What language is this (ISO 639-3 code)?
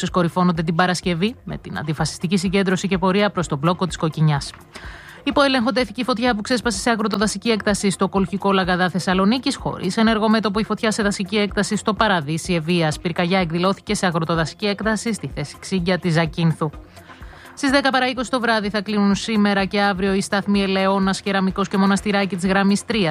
ell